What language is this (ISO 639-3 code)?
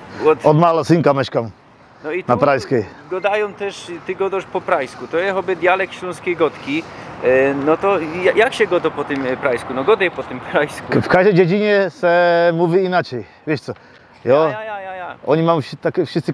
szl